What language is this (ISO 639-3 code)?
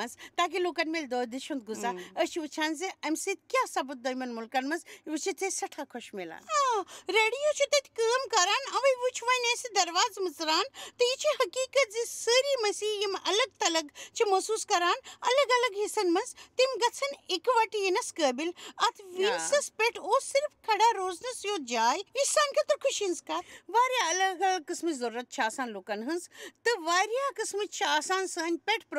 kas